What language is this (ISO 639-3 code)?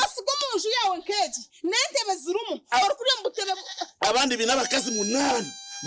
nyn